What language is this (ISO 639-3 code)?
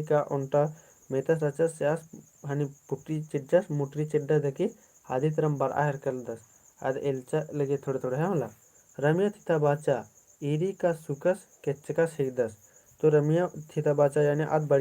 kru